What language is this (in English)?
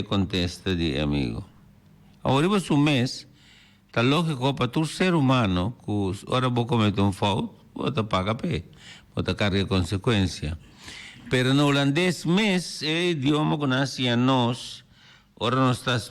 Papiamento